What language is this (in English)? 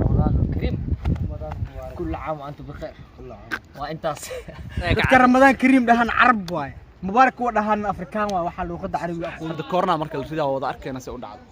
Somali